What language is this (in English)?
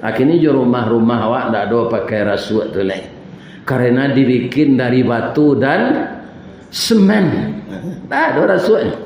Minangkabau